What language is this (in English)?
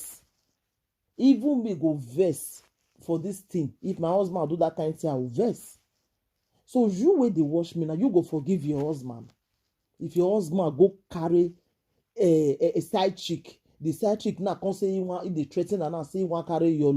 Nigerian Pidgin